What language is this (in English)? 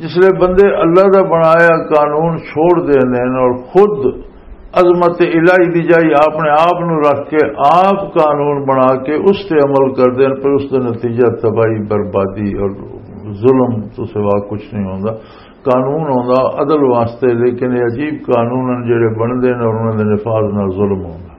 Western Panjabi